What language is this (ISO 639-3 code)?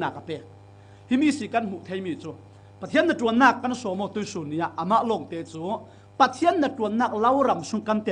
cfm